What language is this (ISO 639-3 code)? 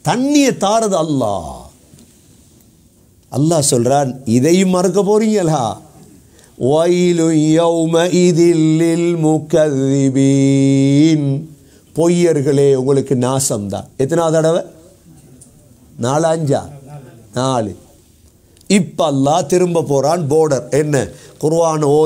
tam